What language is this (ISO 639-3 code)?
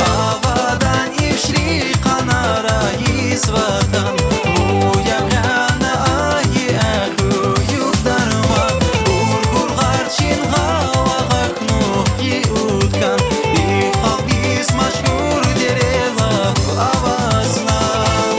tab